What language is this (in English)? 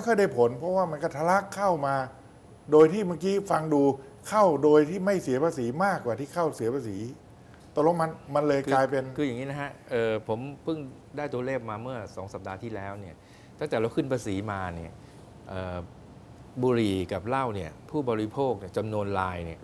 Thai